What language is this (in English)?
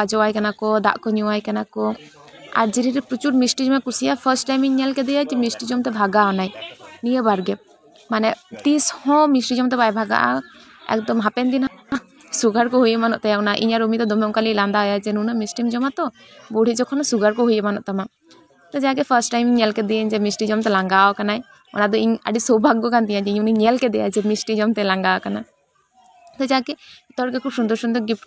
Santali